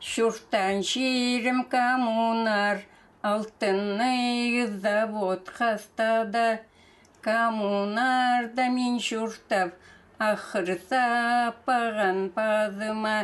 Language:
Khakas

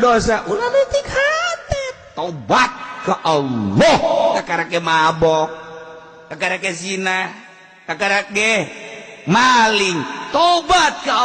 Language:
Sundanese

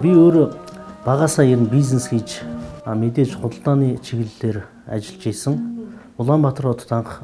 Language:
Mongolian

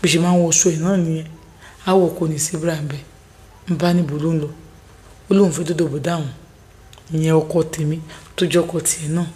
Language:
Yoruba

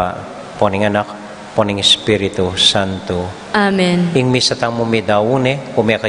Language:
Pampanga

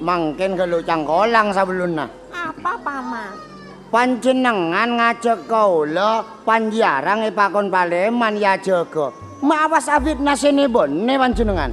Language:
Madurese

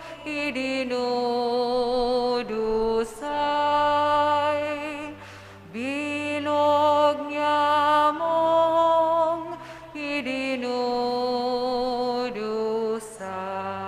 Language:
Bikol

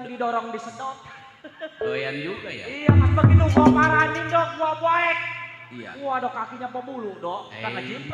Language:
Betawi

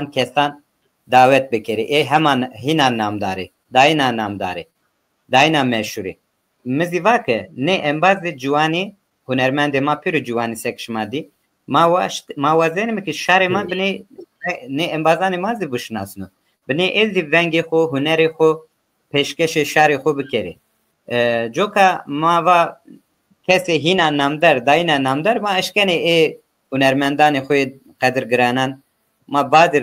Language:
Zaza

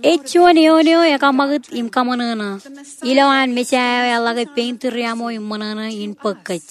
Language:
Marshallese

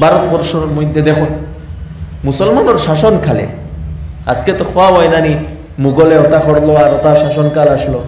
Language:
Sylheti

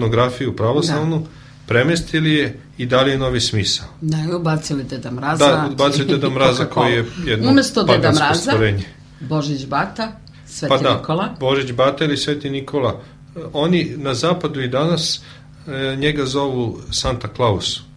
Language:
Serbian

